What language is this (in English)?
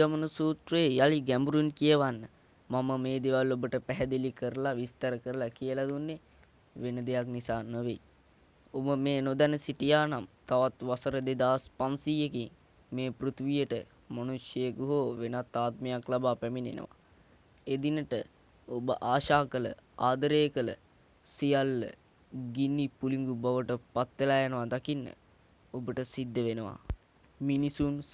Sinhala